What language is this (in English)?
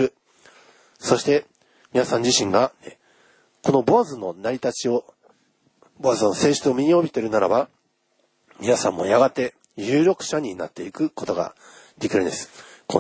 Japanese